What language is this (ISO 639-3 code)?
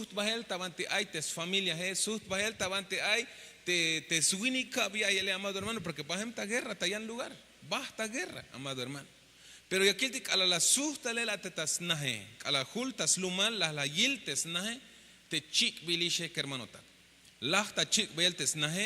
tzh